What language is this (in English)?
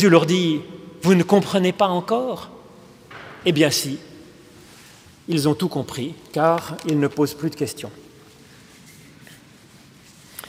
French